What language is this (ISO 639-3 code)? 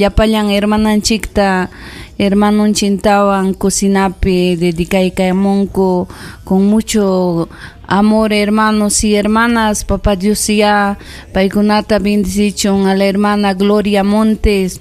quy